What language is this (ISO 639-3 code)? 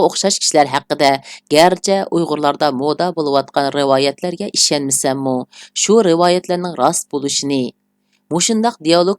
uig